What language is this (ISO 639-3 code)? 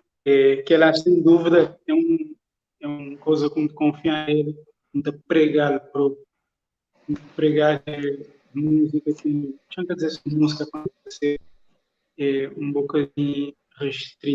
kea